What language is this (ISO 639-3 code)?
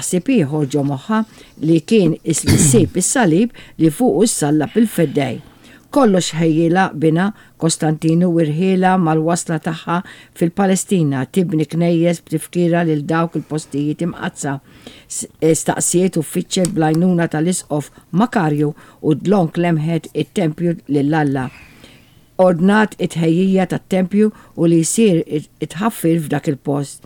mlt